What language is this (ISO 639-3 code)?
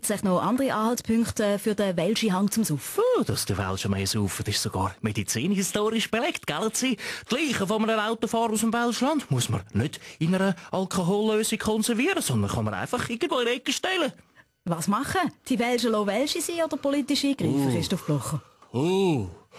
gsw